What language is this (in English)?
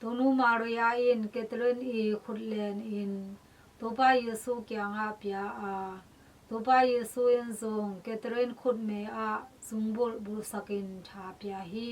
Tedim Chin